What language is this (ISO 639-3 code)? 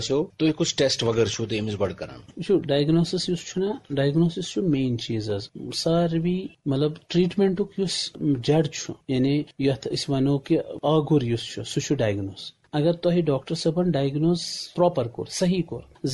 kas